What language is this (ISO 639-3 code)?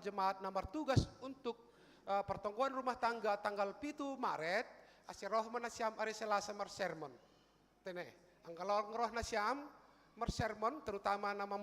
bts